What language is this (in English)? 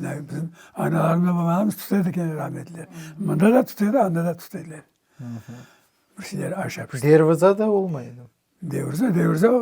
Crimean Tatar